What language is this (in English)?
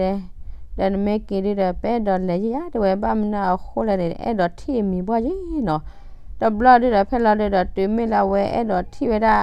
S'gaw Karen